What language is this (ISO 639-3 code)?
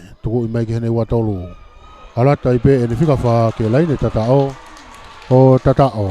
ton